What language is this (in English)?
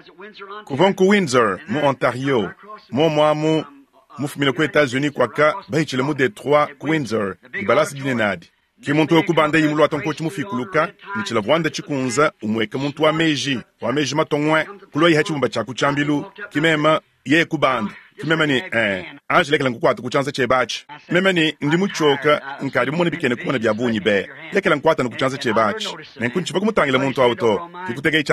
Luba-Lulua